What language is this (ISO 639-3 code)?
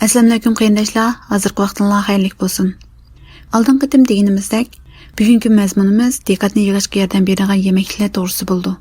uig